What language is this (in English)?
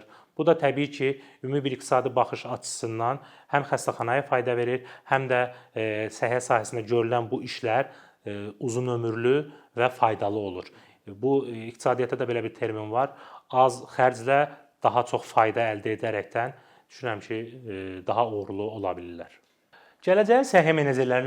Azerbaijani